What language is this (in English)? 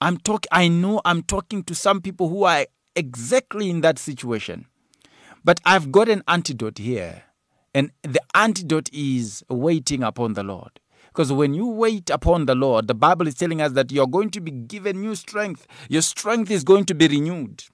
English